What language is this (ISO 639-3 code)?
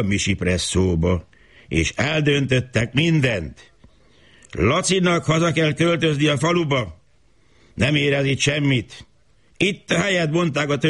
hun